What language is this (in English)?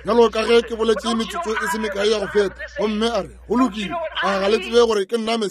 Northern Sotho